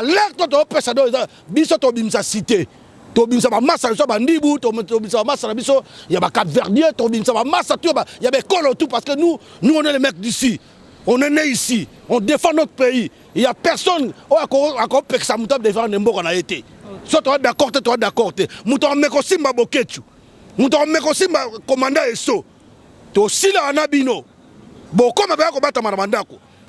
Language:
Lingala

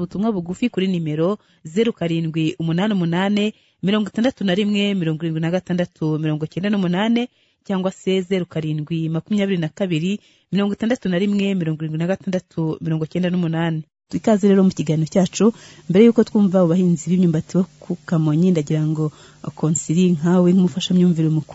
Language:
Kinyarwanda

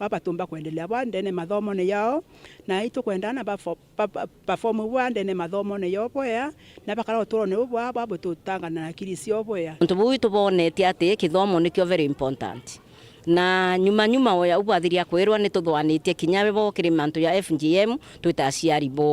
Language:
Meru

